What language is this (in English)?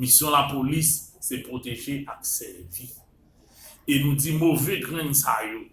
Haitian Creole